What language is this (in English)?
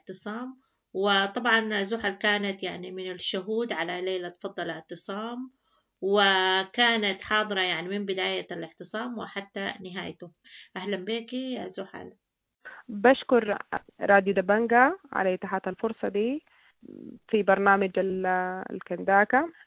Sudanese Arabic